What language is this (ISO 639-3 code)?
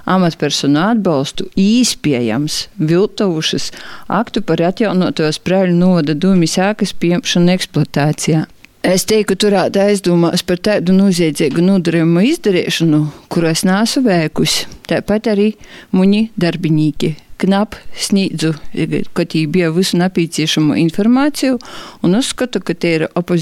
lav